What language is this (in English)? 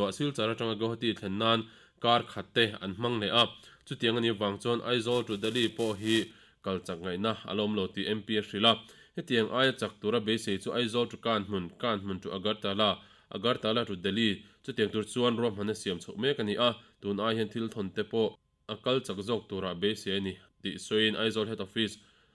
Mizo